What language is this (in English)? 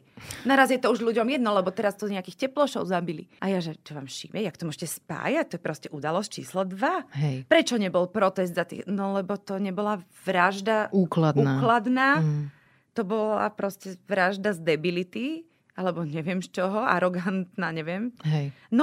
Slovak